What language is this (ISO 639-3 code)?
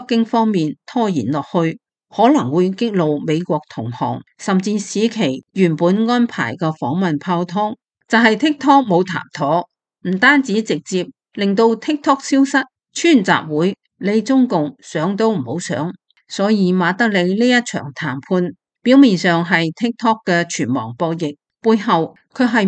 yue